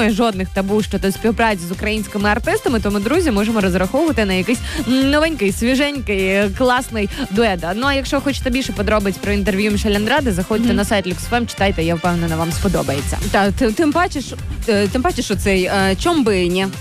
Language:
Ukrainian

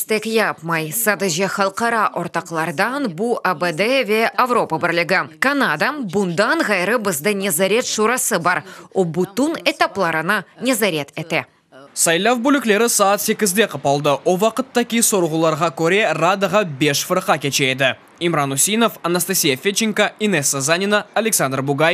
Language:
Crimean Tatar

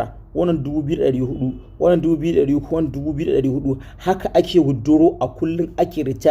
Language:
Hausa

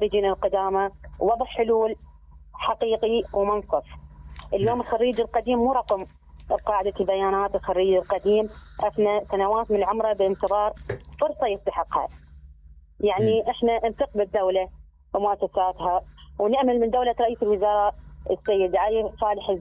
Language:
Mesopotamian Arabic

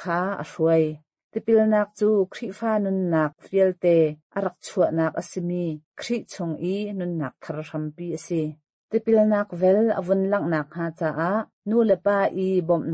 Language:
Hakha Chin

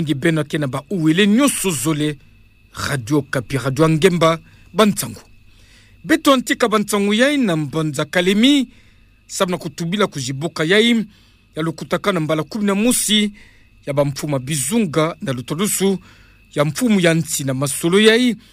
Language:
Kituba (Democratic Republic of Congo)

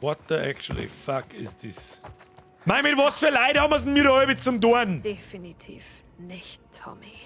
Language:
Bavarian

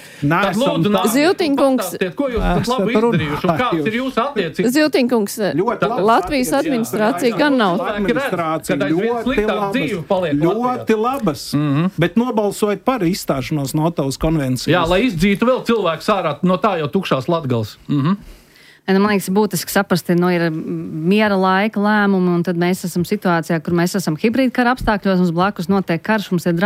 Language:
Latvian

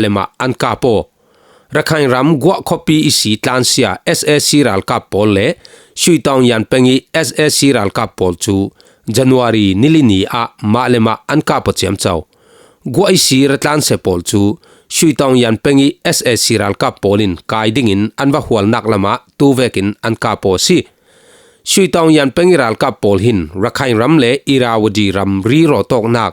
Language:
Falam Chin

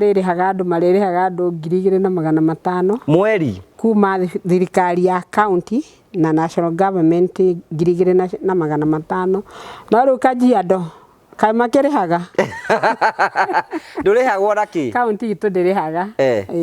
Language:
Kikuyu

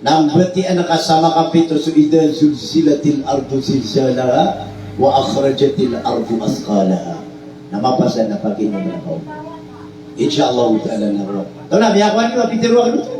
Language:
Maranao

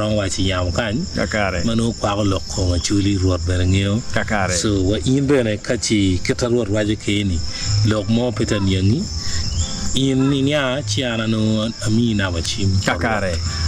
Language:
Acoli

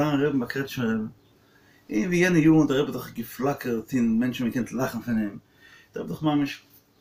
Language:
Yiddish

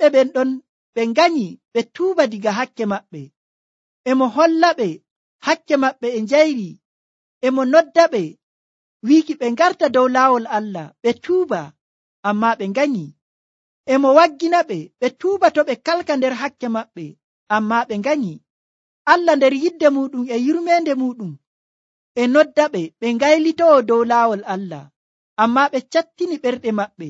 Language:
Nigerian Fulfulde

